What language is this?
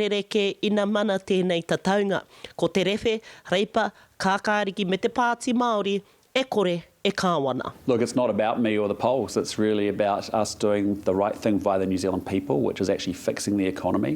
Māori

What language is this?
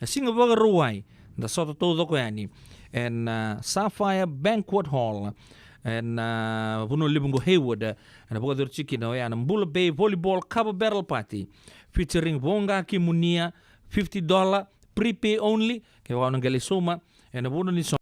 Fijian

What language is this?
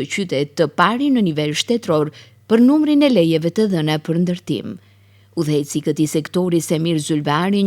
Albanian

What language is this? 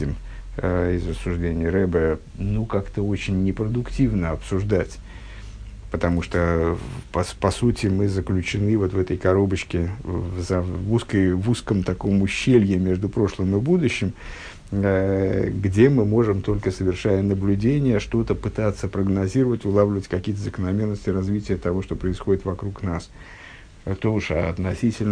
Russian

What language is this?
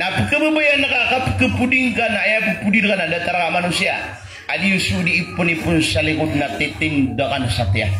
Maranao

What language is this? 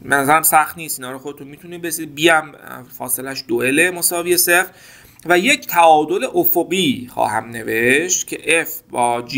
Persian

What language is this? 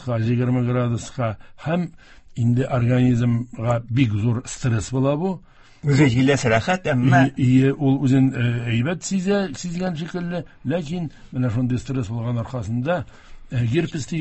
Tatar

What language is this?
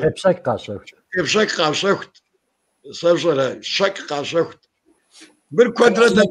Kabardian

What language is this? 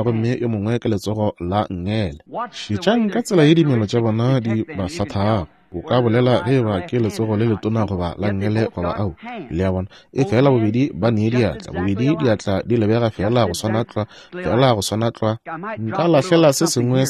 Northern Sotho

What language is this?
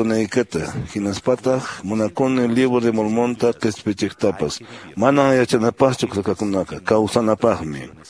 Quechua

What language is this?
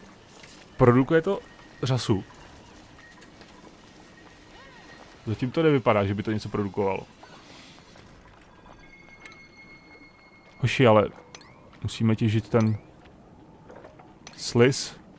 Czech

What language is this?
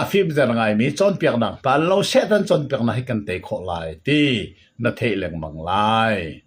Hakha Chin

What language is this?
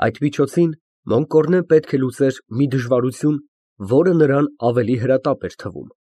Armenian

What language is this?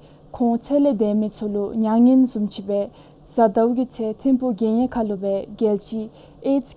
Dzongkha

